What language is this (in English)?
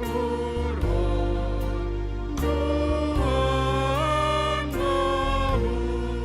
Batak Simalungun